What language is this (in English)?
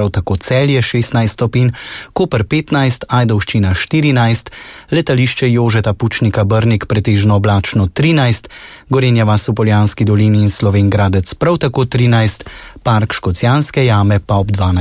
Slovenian